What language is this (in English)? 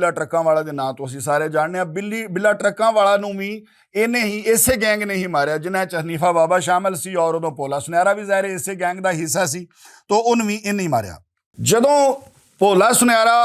Western Panjabi